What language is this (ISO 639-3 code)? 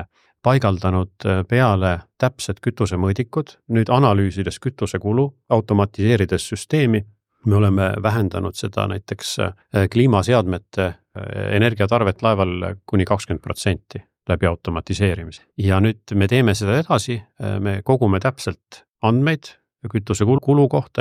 est